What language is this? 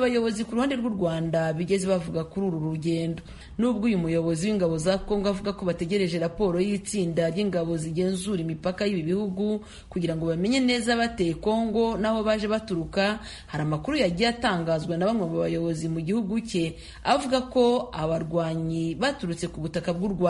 Kinyarwanda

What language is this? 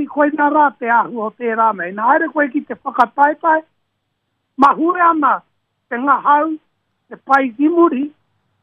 Māori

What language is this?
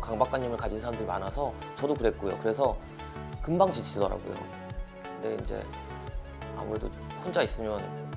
Korean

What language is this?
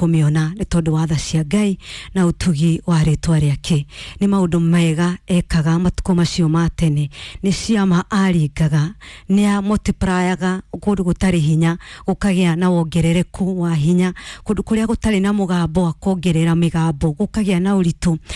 Kikuyu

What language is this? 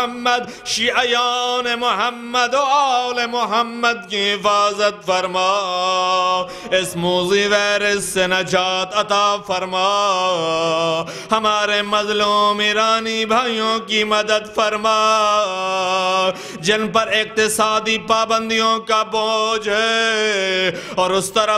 Urdu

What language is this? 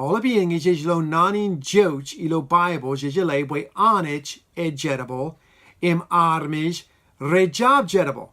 Marshallese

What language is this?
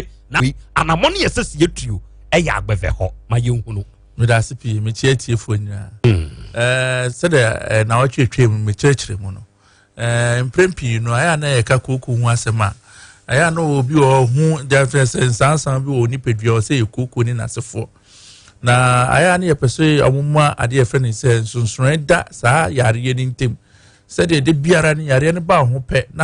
Akan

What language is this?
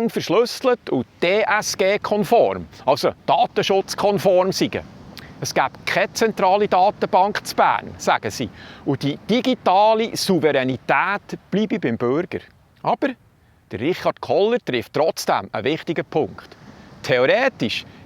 Swiss German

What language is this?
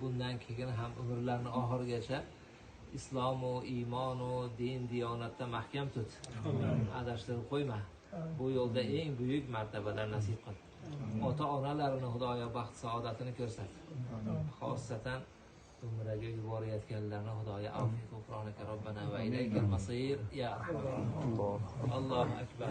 Uzbek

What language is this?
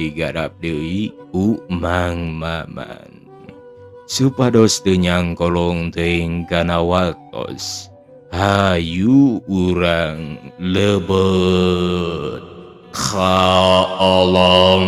Sundanese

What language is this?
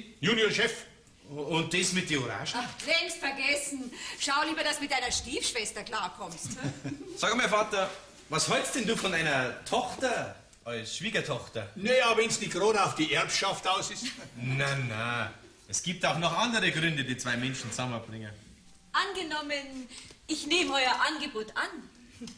Bavarian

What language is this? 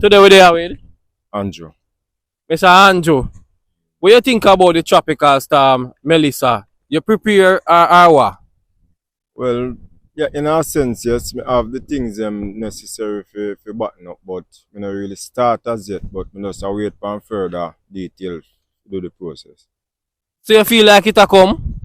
Jamaican Creole English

